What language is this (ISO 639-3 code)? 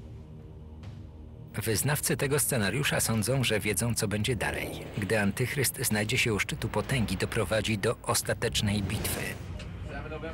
pol